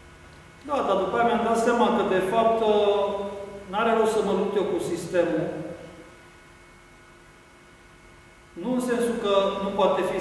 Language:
Romanian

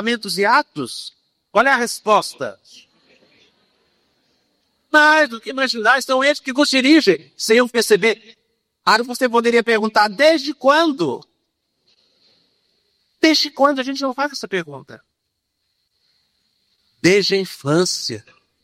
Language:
Portuguese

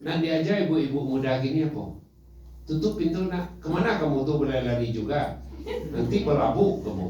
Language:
Minangkabau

